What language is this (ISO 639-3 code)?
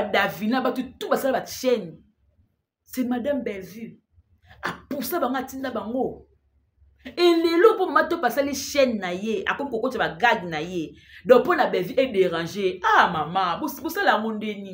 lin